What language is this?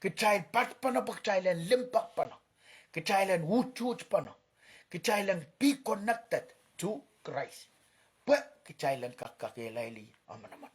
Pohnpeian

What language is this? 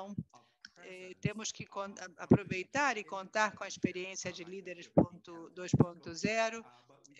Portuguese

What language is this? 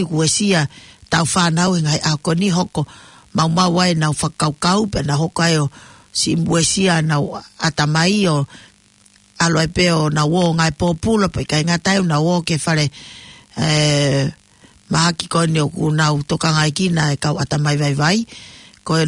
Tongan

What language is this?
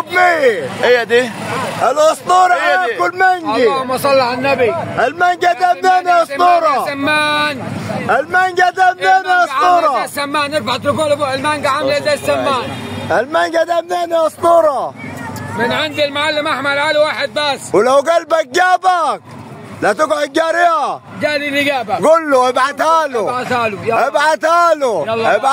Egyptian Arabic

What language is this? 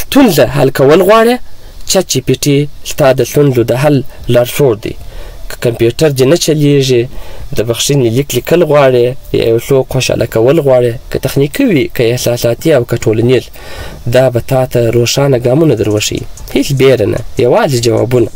Pashto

